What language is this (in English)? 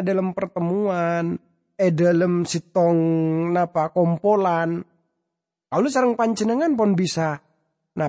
Madurese